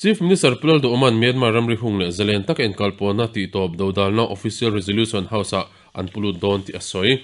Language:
Mizo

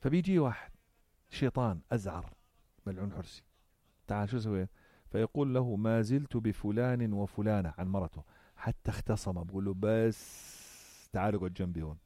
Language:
North Levantine Arabic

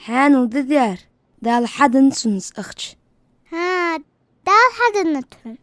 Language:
Ingush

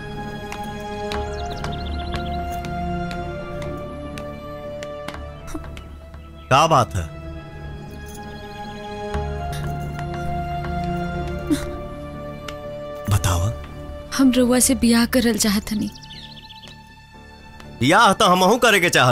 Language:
Bhojpuri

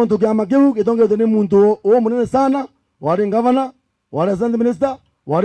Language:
Meru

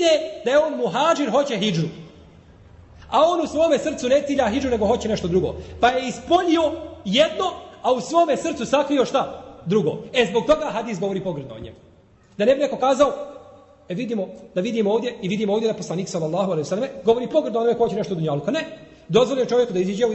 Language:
Bosnian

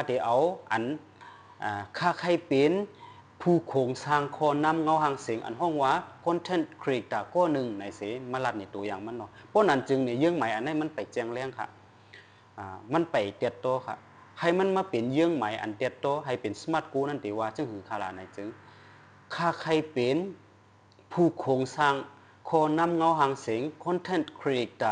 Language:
Shan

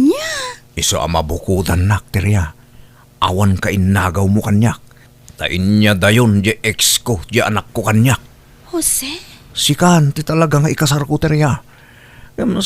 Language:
Iloko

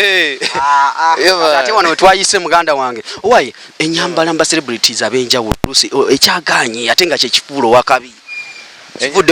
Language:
Ganda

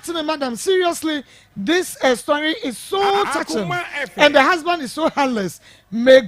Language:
Akan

